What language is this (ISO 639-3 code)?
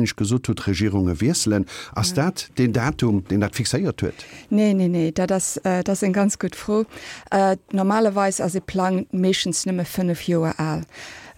ltz